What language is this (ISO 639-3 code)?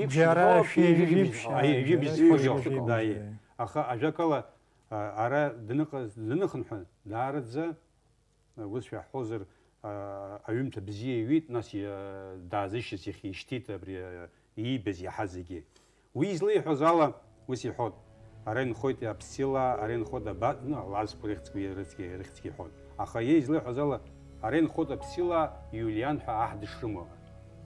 abk